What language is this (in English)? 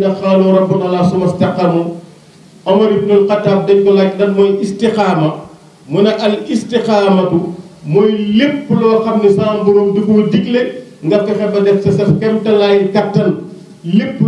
Wolof